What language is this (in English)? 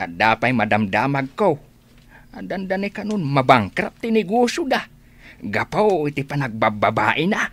Iloko